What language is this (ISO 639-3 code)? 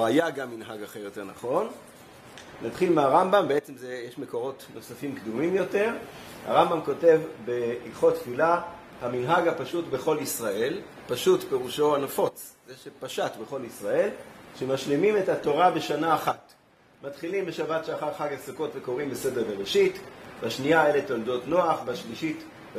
heb